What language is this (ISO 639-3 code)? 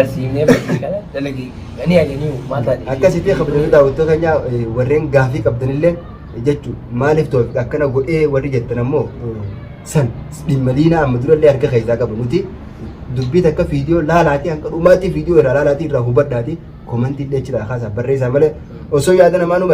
orm